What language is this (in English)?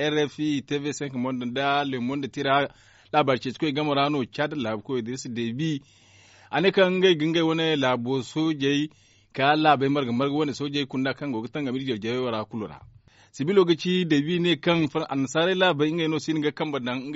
Zarma